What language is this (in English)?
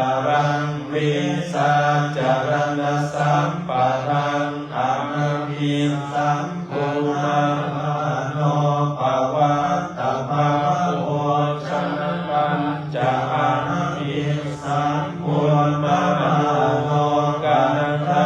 Pali